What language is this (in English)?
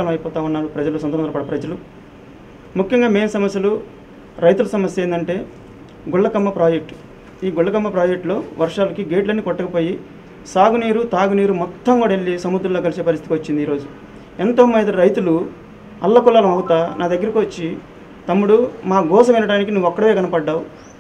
Telugu